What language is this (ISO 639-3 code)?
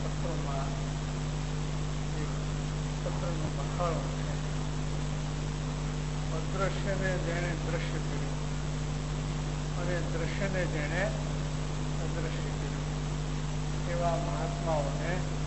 guj